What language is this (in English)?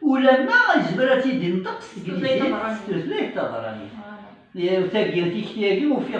Kabyle